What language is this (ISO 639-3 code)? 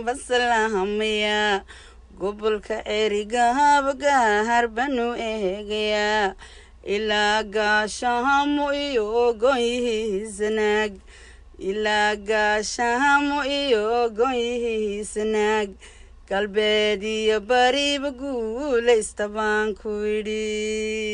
som